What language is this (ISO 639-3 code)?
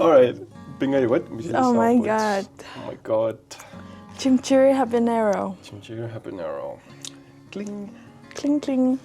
kal